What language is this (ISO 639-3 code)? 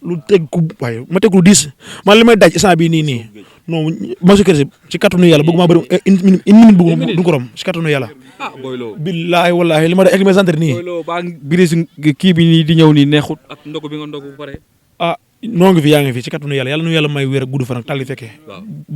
wol